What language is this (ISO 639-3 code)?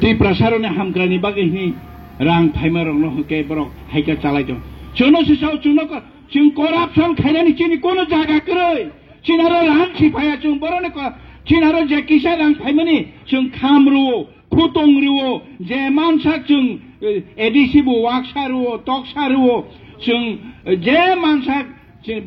trp